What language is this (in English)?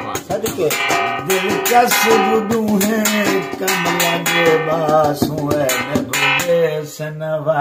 Saraiki